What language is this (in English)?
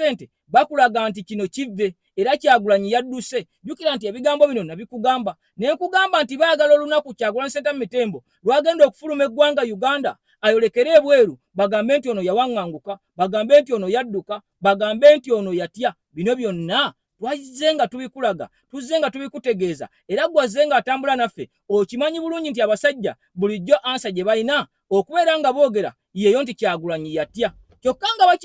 Ganda